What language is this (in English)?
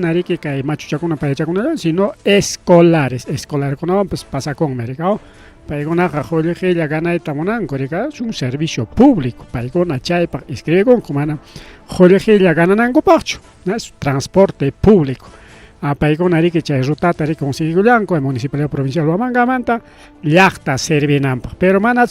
Ayacucho Quechua